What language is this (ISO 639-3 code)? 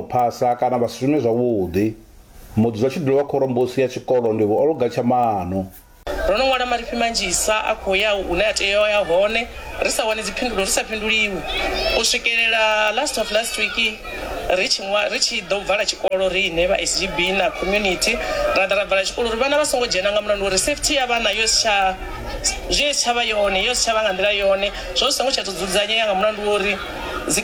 ven